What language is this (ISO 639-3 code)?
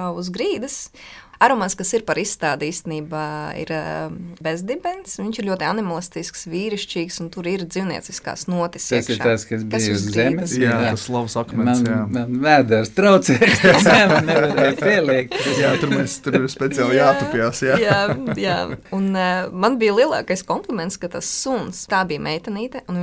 lav